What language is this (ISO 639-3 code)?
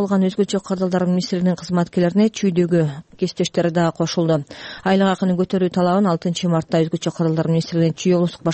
kir